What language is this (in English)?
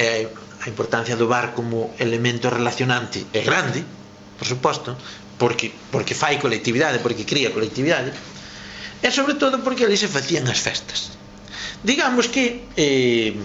Galician